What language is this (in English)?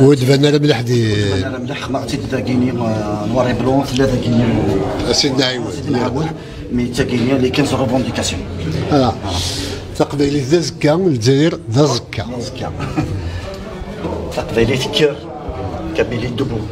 Kabyle